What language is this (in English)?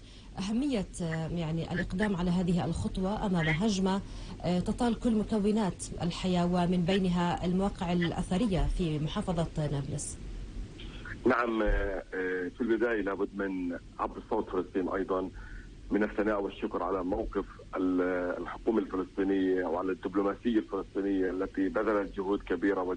Arabic